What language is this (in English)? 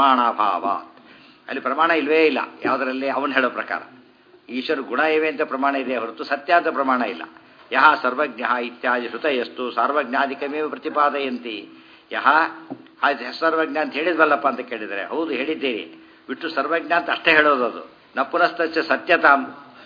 Kannada